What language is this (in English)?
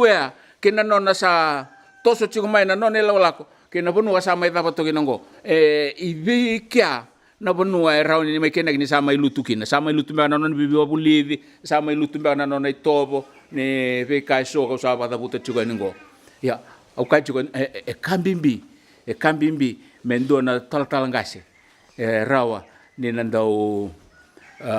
Fijian